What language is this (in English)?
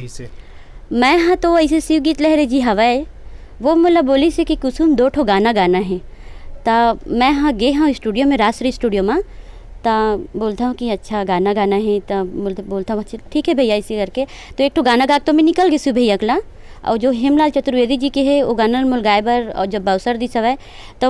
Chhattisgarhi